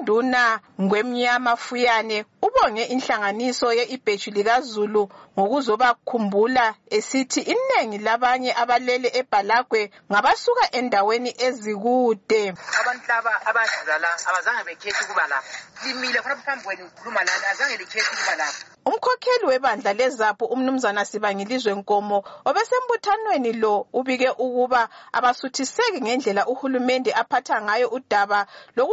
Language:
North Ndebele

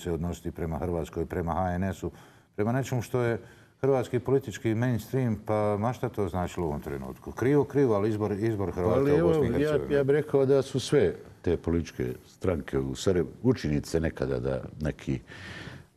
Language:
Bosnian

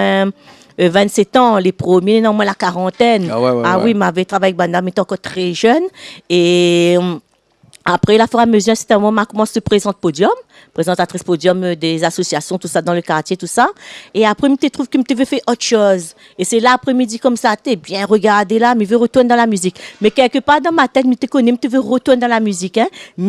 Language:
Réunion Creole French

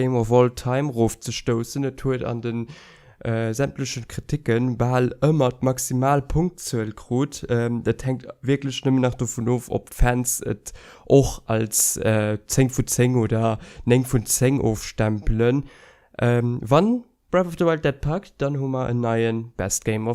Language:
Luxembourgish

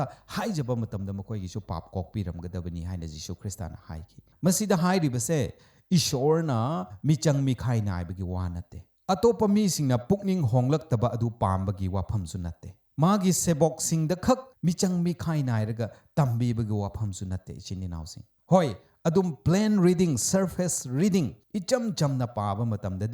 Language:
Manipuri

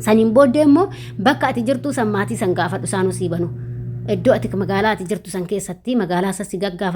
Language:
Oromo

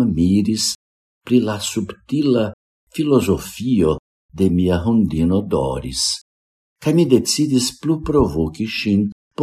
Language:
Esperanto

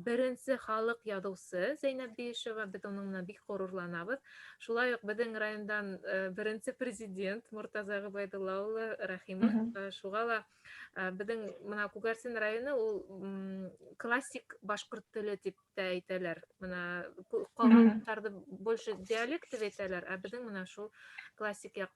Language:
Bashkir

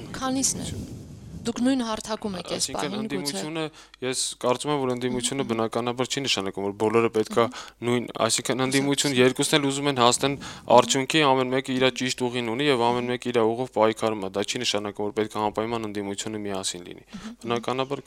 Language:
Armenian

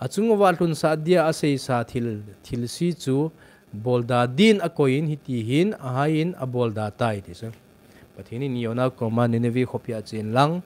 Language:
Thado Chin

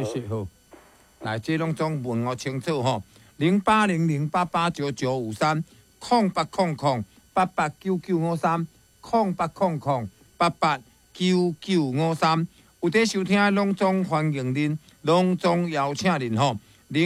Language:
Min Nan Chinese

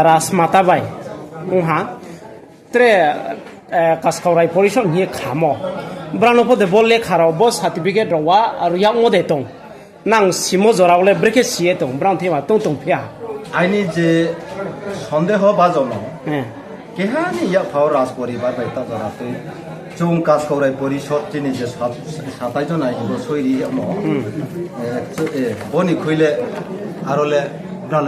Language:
Riang (India)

